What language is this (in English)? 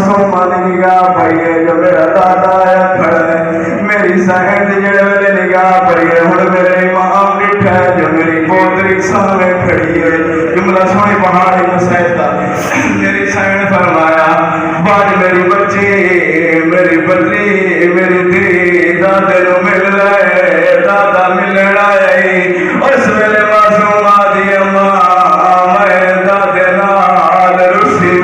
Saraiki